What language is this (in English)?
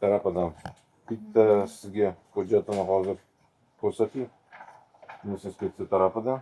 Uzbek